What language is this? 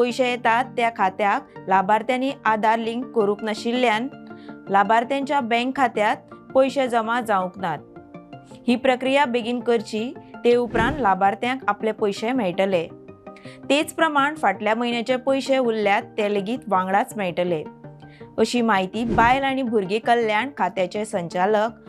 Konkani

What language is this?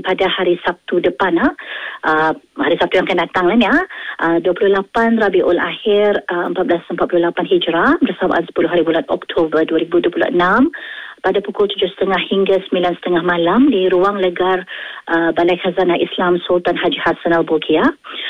Malay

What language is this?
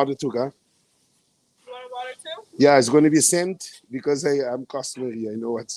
Kabuverdianu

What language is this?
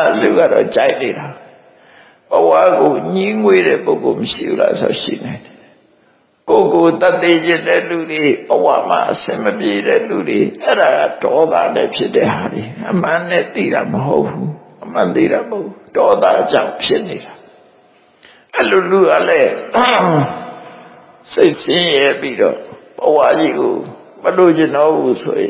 Burmese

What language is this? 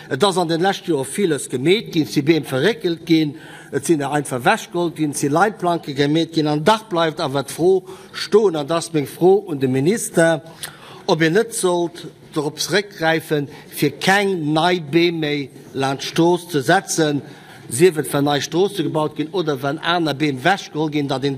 Luxembourgish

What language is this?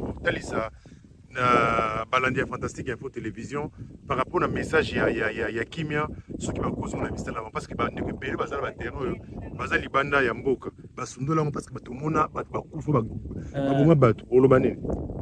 Lingala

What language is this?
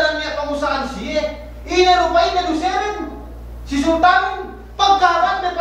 Yakan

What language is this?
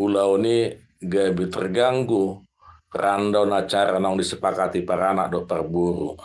Batak Toba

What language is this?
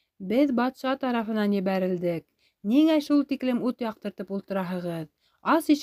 Bashkir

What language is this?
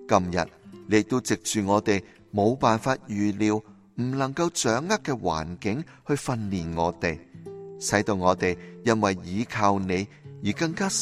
Cantonese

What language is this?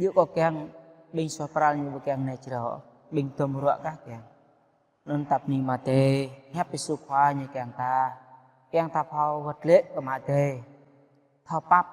Jarai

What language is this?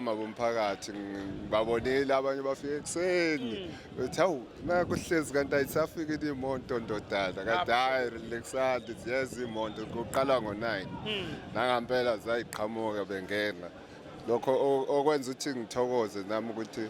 Zulu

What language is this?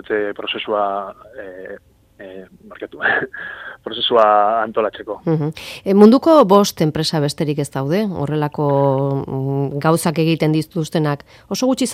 Basque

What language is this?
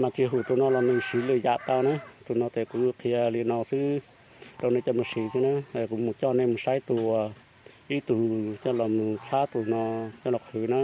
Hmong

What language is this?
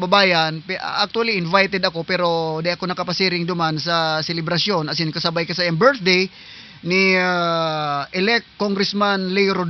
Southern Catanduanes Bikol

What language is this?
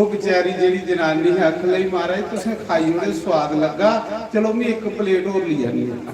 Dogri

